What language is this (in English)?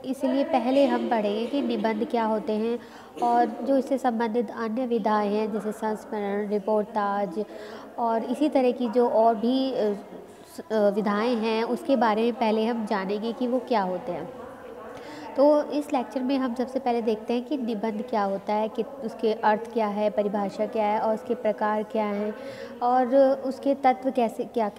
Hindi